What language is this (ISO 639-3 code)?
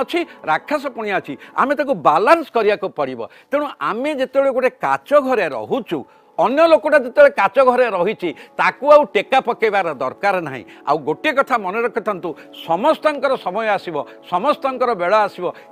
ori